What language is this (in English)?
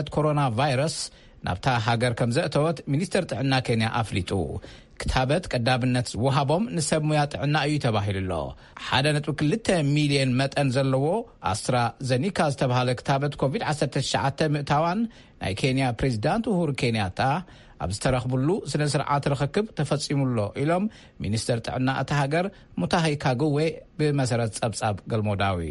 Tigrinya